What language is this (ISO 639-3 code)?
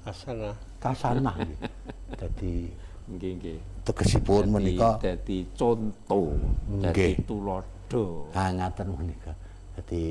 jav